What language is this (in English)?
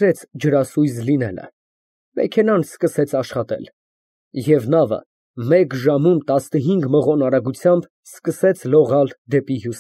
Armenian